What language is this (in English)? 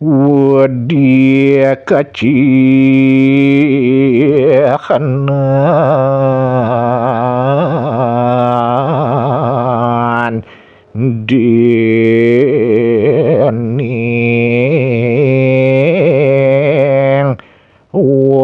Balinese